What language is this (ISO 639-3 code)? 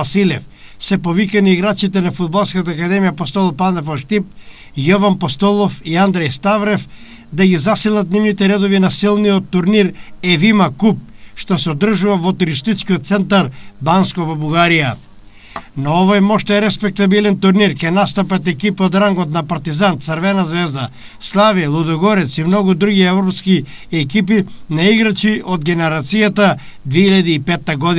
mkd